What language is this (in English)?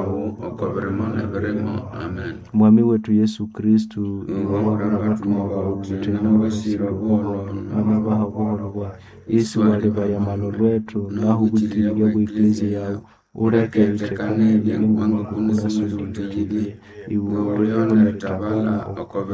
Nande